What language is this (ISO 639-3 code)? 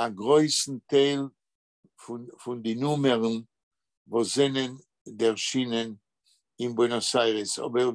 yid